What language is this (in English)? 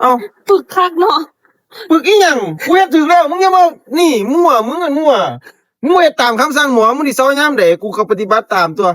Northeastern Thai